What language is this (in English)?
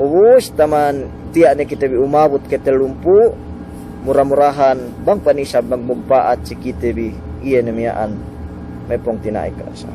Yakan